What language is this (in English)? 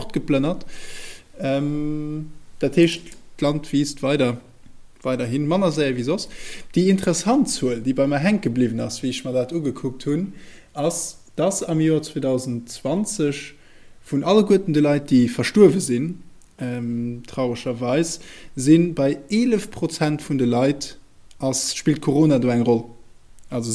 Luxembourgish